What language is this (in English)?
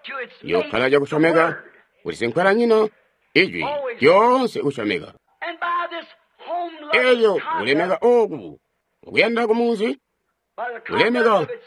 Tonga (Zambia)